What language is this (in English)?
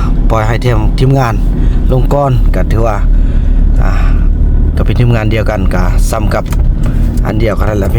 Lao